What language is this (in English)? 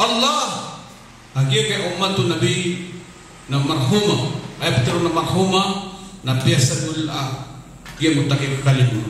Maranao